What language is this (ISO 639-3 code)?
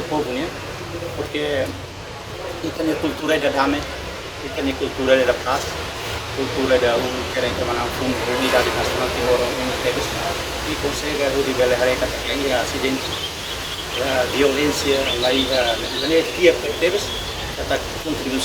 tet